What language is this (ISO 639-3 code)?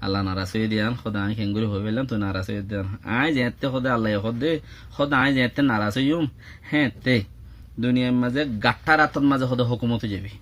rhg